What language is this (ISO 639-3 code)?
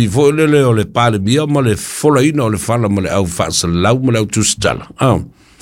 smo